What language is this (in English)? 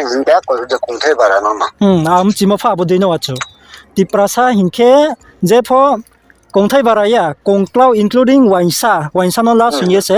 Riang (India)